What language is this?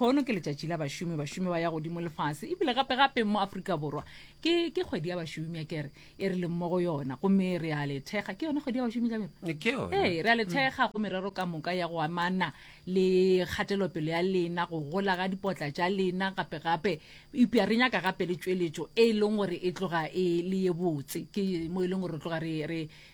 Northern Sotho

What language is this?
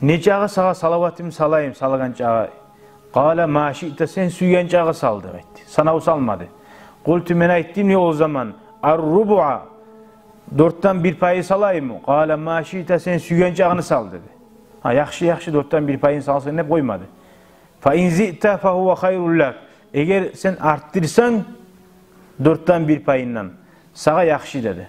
Kumyk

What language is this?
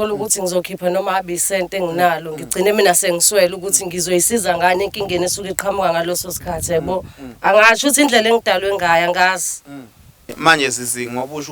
Zulu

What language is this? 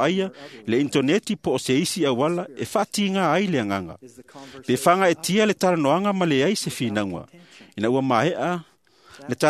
Samoan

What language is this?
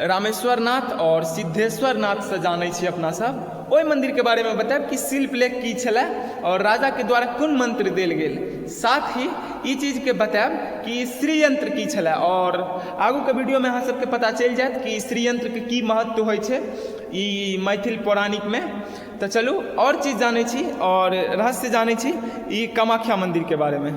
Maithili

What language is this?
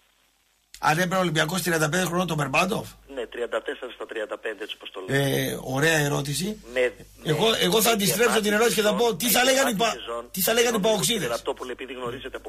Greek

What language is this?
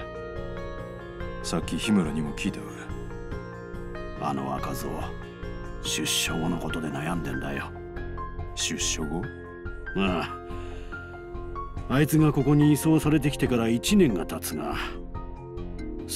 Japanese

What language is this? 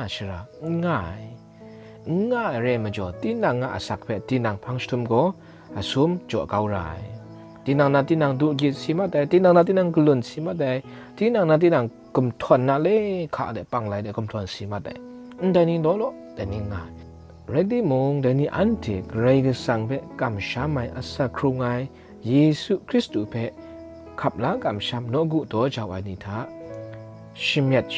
Kachin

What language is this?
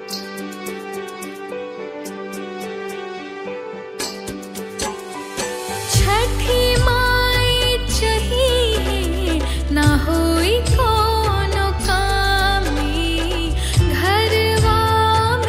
Bhojpuri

